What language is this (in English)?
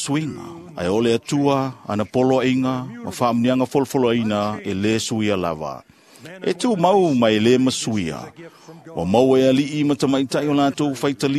Samoan